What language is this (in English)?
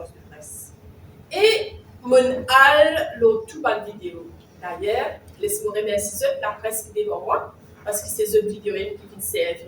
Morisyen